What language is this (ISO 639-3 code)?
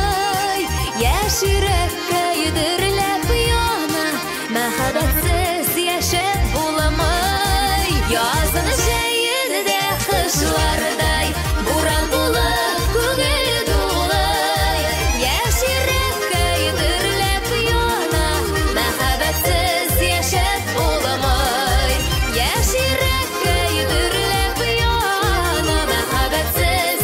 tat